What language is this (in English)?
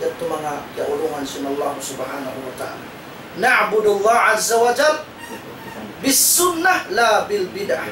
Tausug